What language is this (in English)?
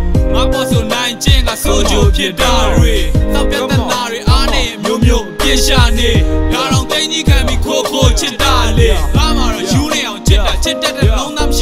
Burmese